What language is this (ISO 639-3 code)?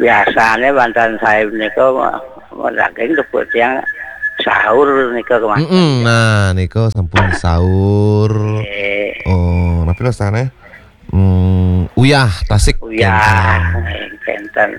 ban